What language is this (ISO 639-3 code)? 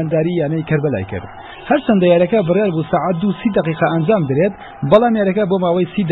ckb